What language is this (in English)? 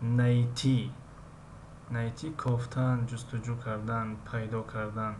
Tajik